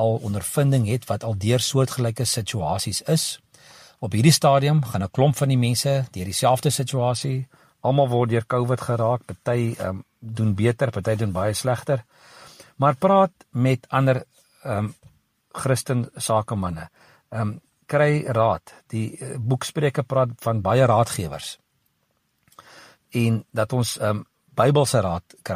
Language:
Afrikaans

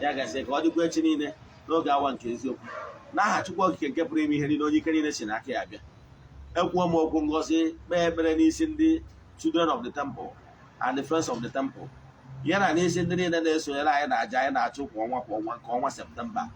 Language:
Igbo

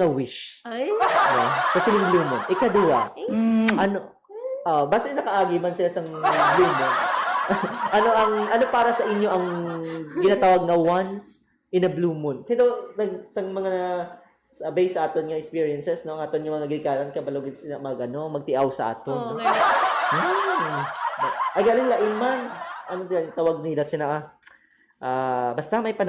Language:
Hiligaynon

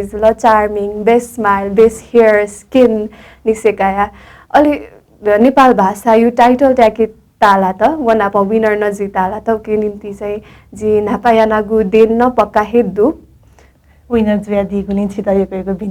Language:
Newari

